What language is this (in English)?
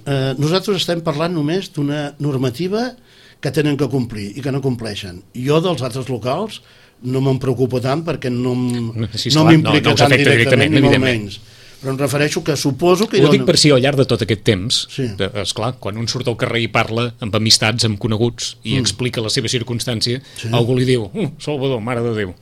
Catalan